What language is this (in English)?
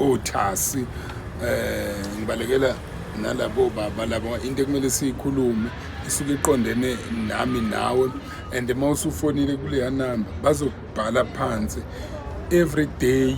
Zulu